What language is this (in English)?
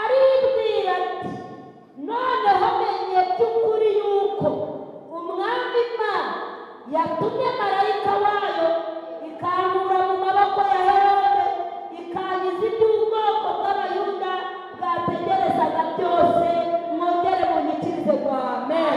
Kinyarwanda